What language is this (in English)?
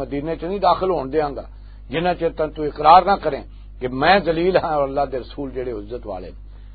Western Panjabi